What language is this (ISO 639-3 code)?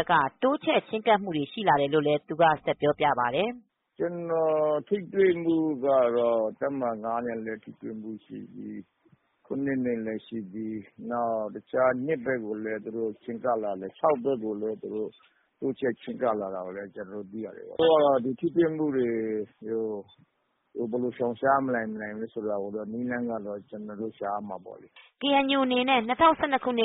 mya